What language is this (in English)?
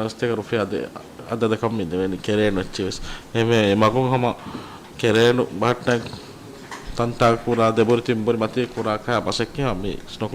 Divehi